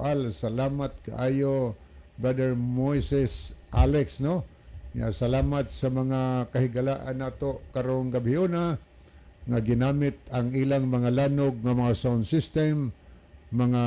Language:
Cebuano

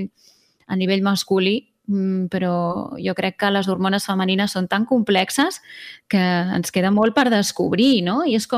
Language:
Catalan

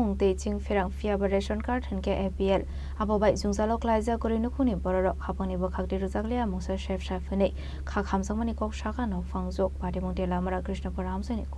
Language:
Kok Borok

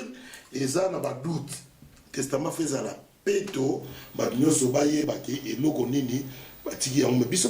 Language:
Lingala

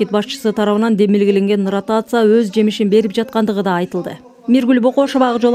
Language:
Kyrgyz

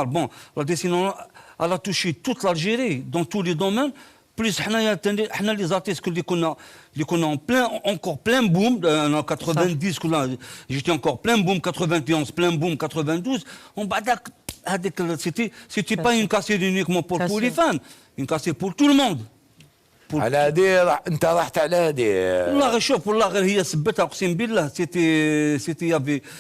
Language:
Algerian Arabic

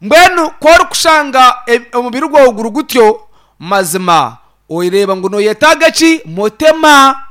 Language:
Nyankole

